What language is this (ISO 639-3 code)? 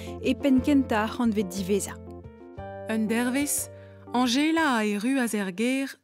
bre